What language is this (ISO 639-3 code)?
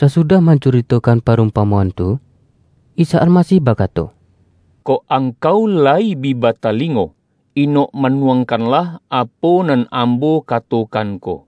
min